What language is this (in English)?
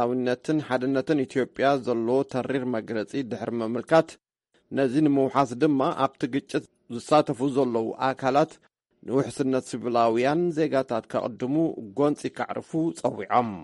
Tigrinya